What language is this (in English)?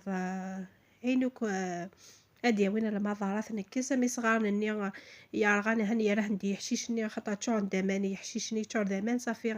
Kabyle